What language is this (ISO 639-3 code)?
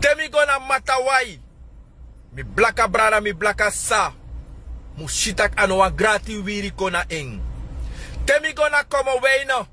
srn